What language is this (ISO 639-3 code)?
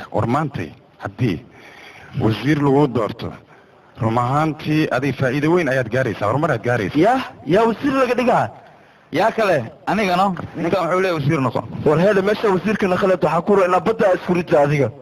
som